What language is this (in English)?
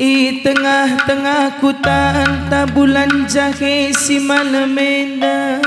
Batak Karo